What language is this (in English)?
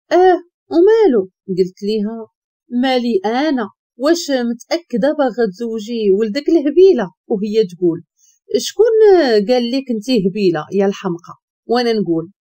Moroccan Arabic